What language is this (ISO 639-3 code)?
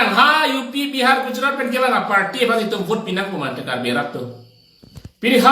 mjw